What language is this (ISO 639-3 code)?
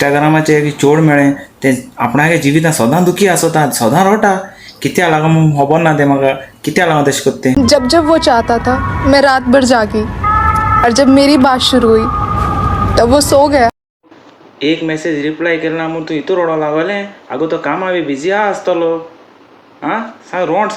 kok